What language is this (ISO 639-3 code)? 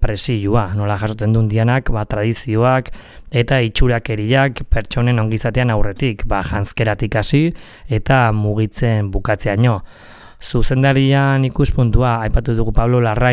eus